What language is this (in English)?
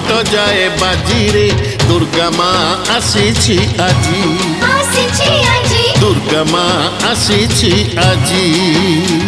Odia